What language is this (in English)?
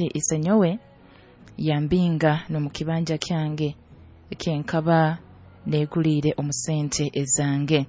Nyoro